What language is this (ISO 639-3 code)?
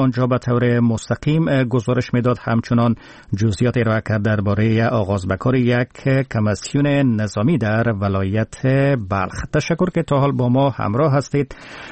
fas